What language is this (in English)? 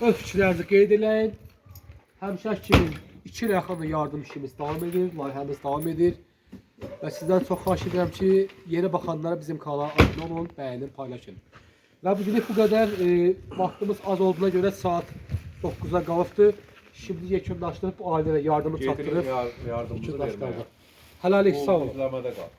Azerbaijani